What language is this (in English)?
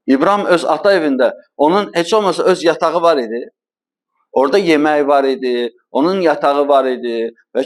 Azerbaijani